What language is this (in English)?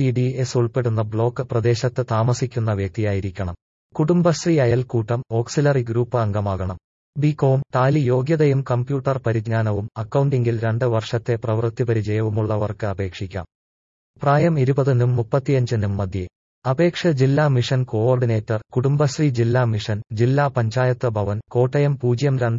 Malayalam